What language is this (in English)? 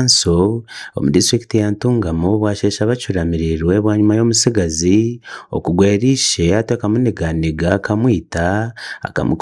Nyankole